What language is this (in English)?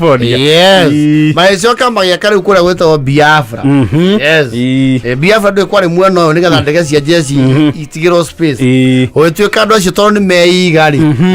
Kikuyu